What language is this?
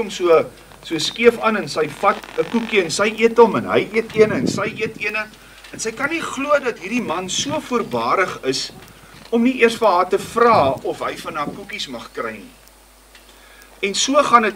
Afrikaans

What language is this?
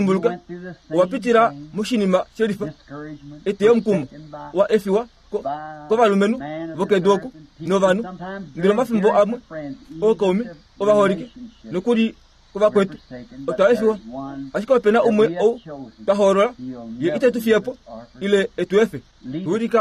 Kuanyama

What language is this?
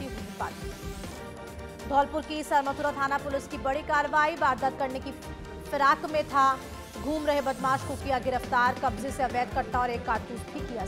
Hindi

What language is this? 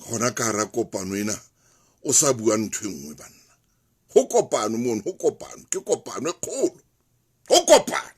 Southern Sotho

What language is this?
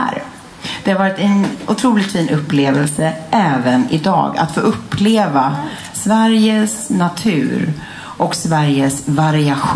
Swedish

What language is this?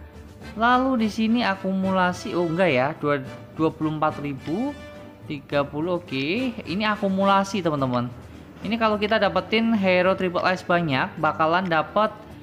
Indonesian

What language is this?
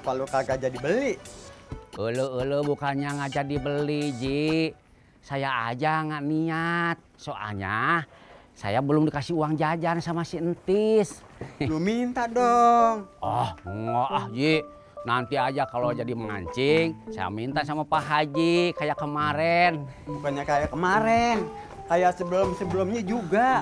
Betawi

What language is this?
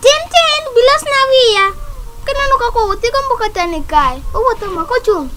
Luo (Kenya and Tanzania)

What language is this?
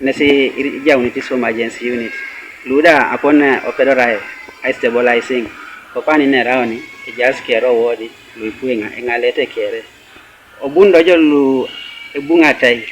Teso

